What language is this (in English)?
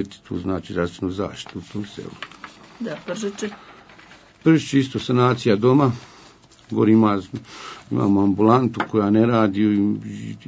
Bosnian